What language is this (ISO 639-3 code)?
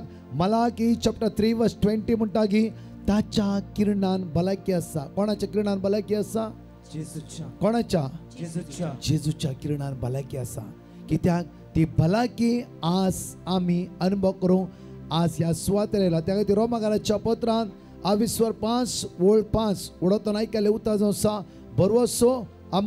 kok